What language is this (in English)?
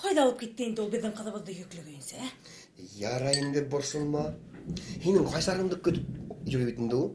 Bashkir